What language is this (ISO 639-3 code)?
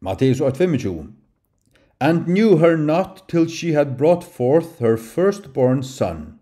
fao